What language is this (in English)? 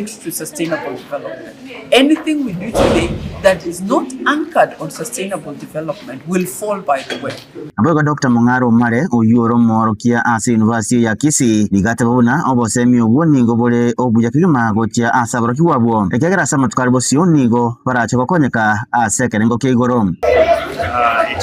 Gusii